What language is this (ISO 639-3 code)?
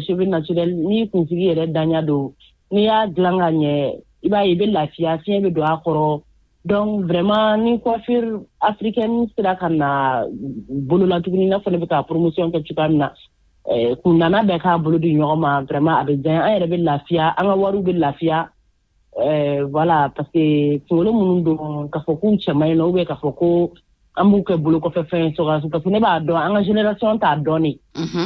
bam